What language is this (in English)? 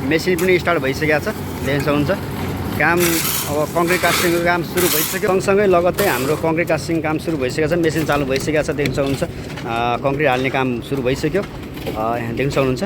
Nepali